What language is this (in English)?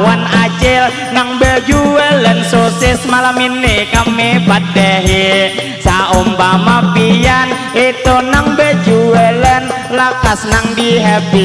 Banjar